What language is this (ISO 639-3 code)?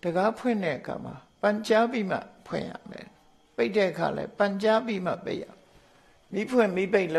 mya